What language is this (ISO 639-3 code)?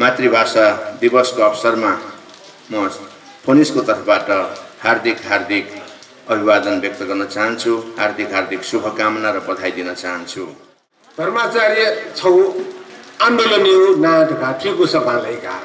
new